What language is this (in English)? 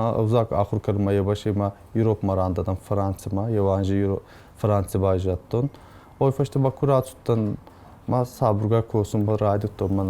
Ossetic